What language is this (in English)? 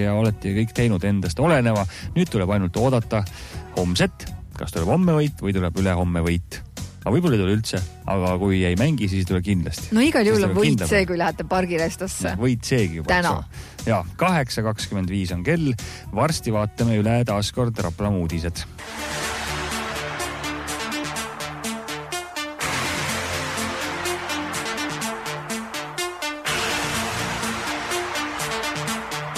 Estonian